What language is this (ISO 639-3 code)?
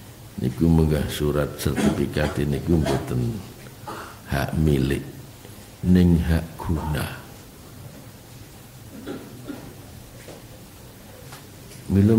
jav